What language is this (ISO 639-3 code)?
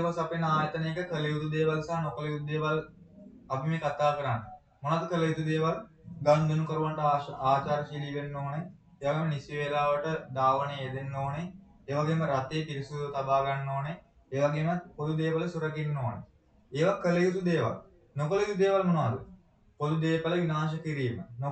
sin